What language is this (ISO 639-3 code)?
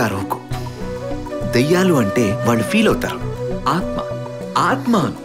tel